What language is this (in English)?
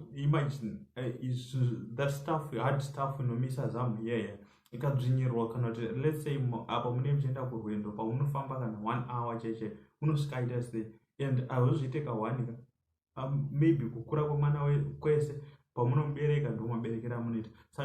Shona